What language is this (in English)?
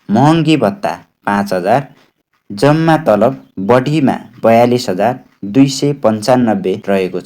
Nepali